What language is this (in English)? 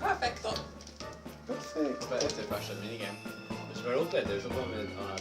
Faroese